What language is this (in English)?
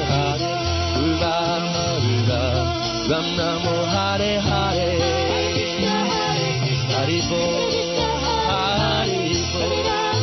Italian